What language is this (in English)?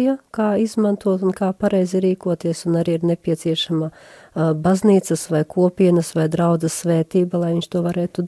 Latvian